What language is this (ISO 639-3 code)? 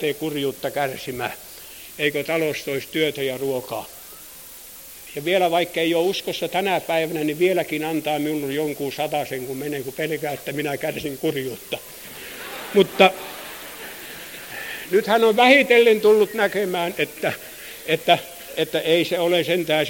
fin